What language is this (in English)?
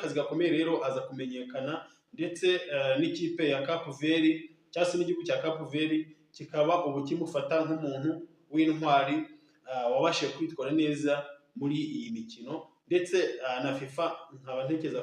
Kinyarwanda